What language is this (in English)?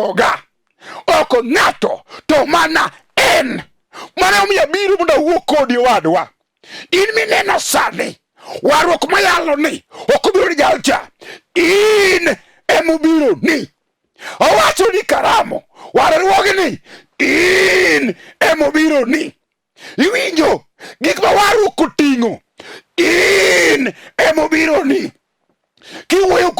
Luo (Kenya and Tanzania)